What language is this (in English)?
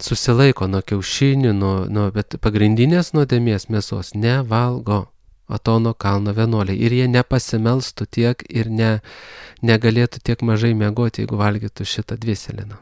Lithuanian